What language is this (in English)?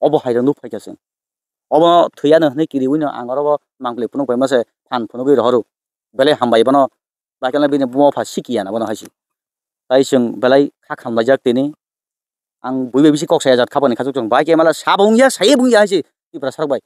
Kok Borok